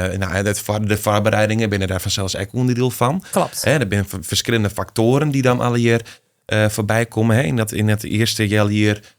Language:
Western Frisian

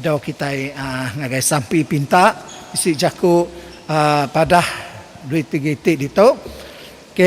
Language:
Iban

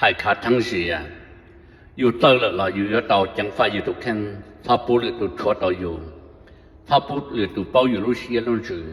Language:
Hmong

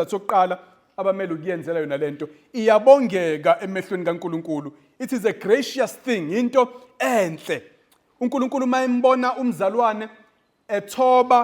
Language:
Zulu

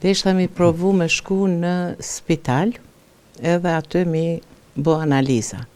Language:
Albanian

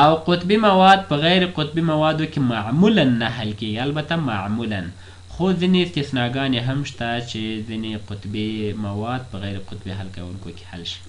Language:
Pashto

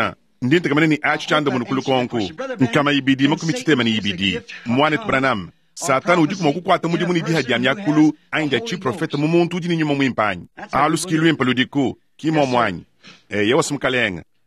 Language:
Luba-Lulua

